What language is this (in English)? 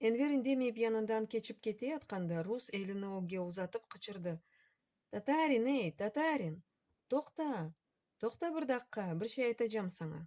Crimean Tatar